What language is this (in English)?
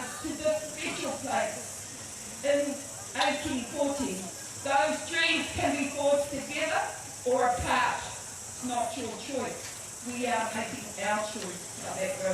Māori